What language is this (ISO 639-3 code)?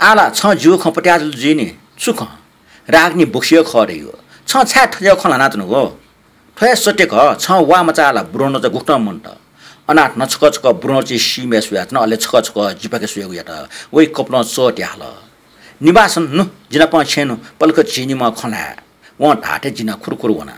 new